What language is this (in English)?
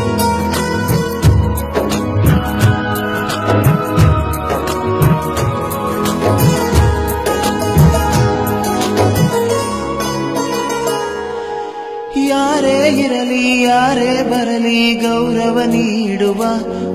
Kannada